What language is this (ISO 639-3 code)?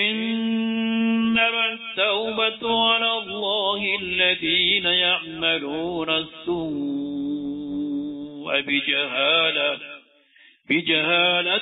mrw